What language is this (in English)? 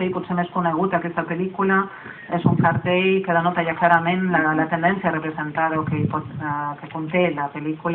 Catalan